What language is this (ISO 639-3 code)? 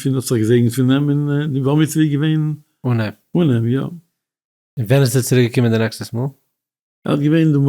yid